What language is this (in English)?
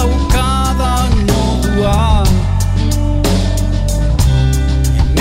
Basque